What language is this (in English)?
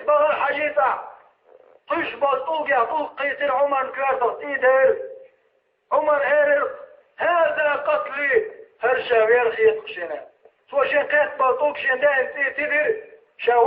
Chechen